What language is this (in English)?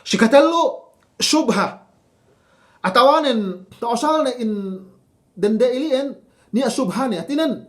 Yakan